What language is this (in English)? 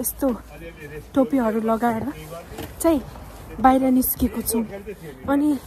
Nepali